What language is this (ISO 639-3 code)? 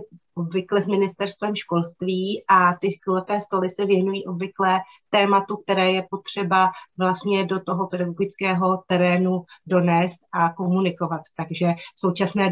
ces